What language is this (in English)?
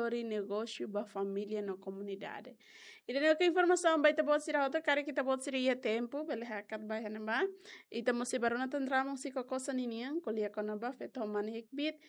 Tetum